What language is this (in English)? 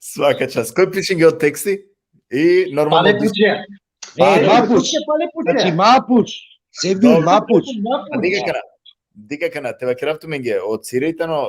Balkan Romani